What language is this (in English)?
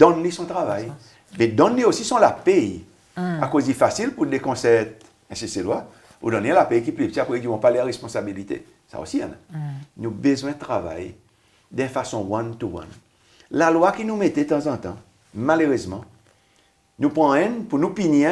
Seselwa Creole French